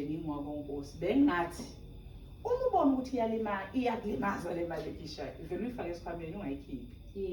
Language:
Zulu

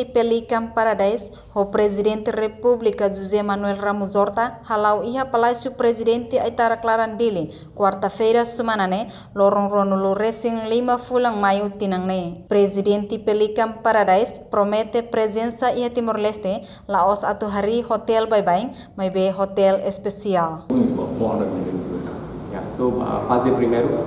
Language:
Tetum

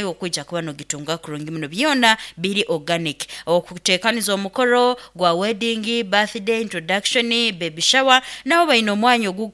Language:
Nyoro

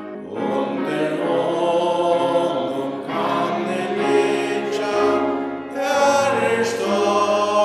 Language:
Faroese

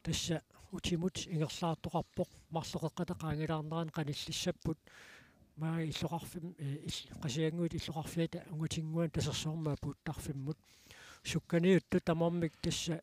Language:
Kalaallisut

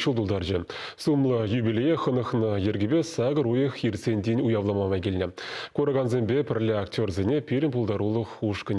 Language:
Chuvash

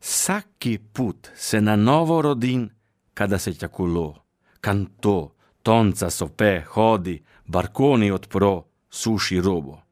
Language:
Slovenian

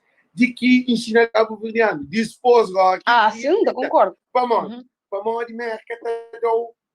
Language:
Kabuverdianu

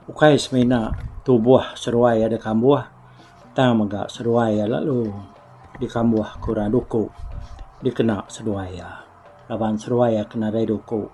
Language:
Iban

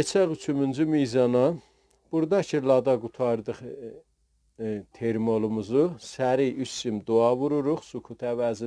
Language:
South Azerbaijani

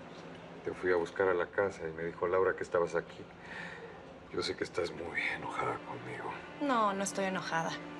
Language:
Spanish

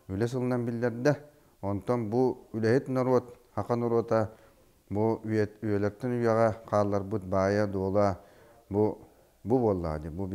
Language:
Yakut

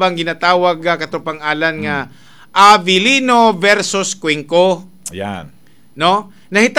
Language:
Cebuano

